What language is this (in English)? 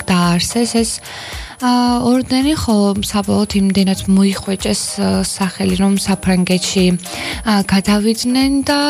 Georgian